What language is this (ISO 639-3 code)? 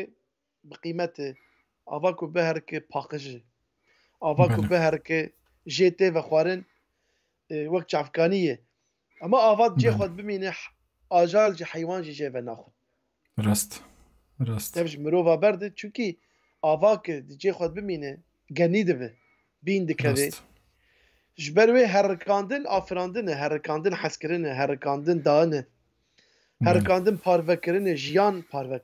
kur